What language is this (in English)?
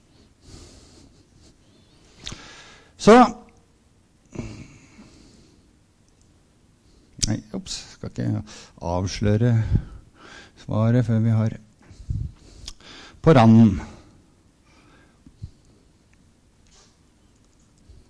Norwegian